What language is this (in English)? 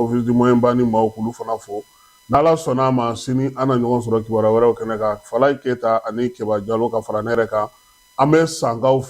Bambara